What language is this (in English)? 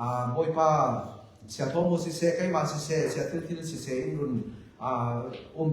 Falam Chin